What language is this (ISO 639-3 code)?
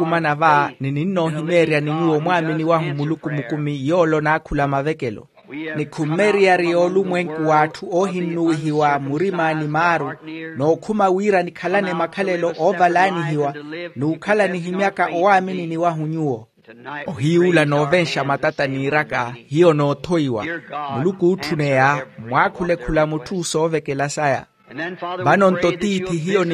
vmw